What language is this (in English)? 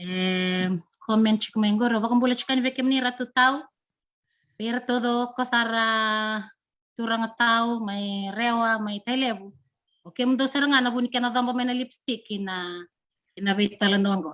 Fijian